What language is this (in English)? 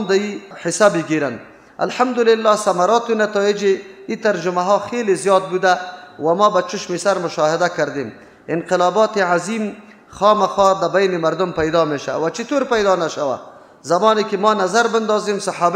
Persian